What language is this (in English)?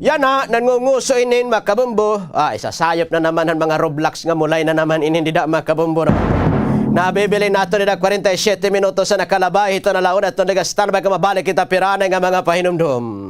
Waray